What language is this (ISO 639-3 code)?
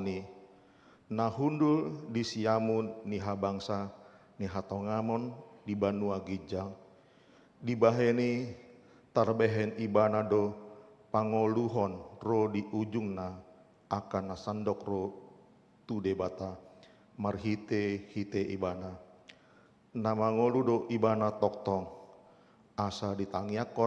bbc